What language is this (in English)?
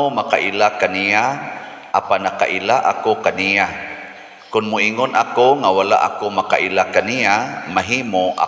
Cebuano